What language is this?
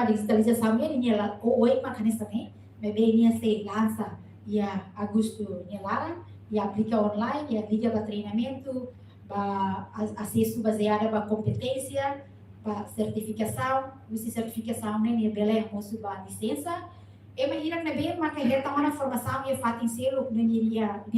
Tetum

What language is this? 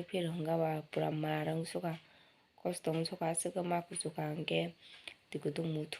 Kok Borok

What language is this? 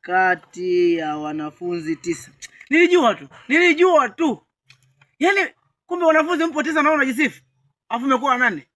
Swahili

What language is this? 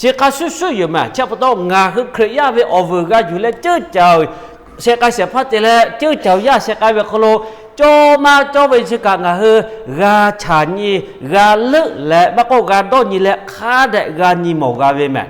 Lahu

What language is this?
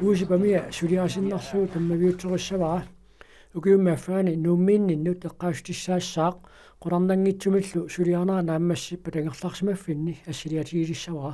Kalaallisut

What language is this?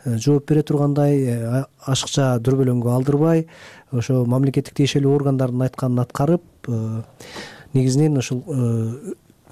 Kyrgyz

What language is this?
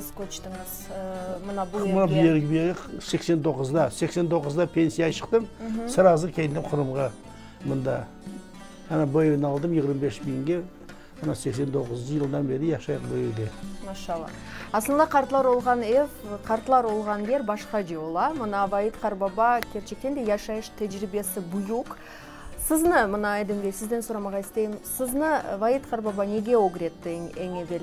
Crimean Tatar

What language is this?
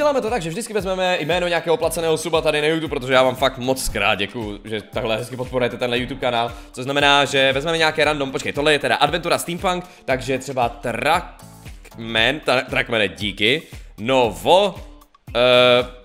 Czech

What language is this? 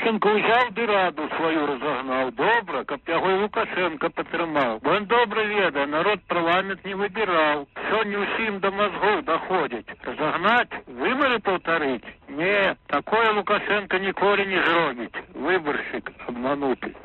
Belarusian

